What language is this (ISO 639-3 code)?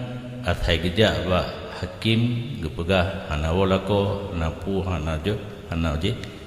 ace